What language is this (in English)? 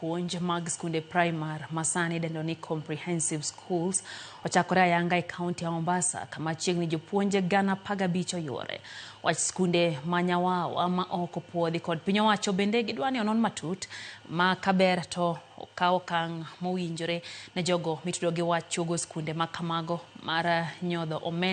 Luo (Kenya and Tanzania)